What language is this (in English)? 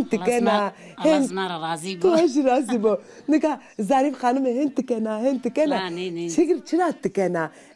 Zaza